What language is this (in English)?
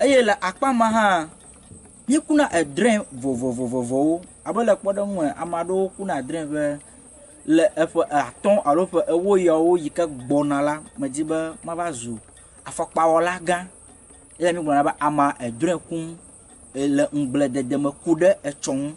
Ewe